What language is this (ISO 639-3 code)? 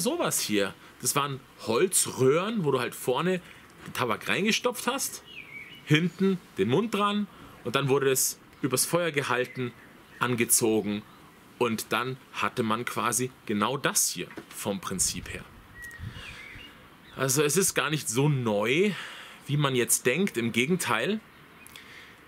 deu